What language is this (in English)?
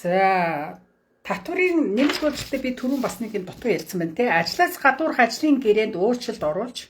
Mongolian